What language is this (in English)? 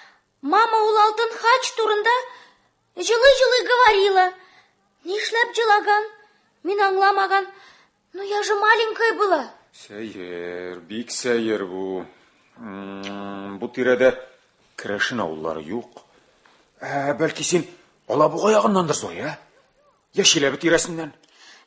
Tatar